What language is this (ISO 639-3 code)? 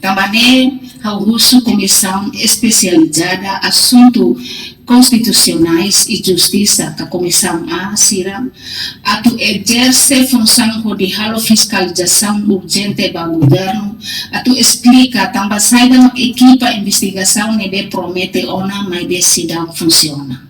tet